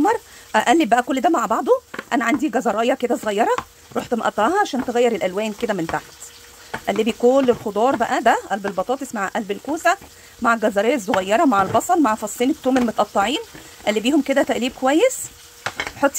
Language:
Egyptian Arabic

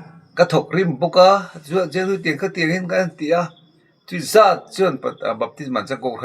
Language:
Mizo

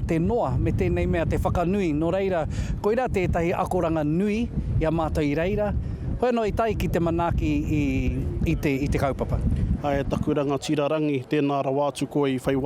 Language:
Māori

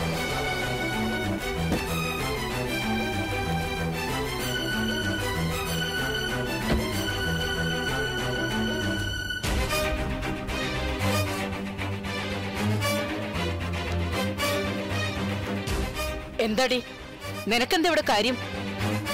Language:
Malayalam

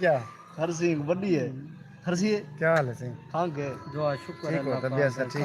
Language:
Saraiki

